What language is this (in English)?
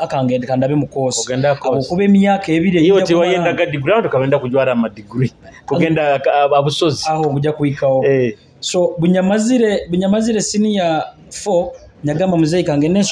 Nyoro